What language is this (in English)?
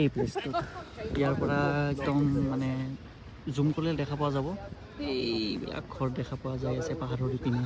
Assamese